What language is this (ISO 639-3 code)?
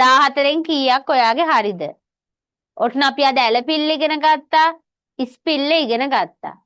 sin